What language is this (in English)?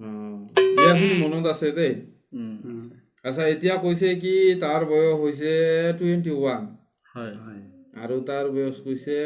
Assamese